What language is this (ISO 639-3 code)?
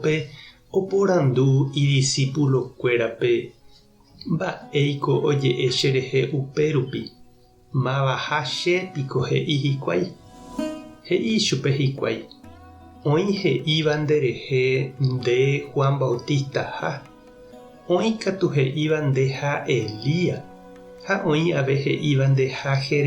grn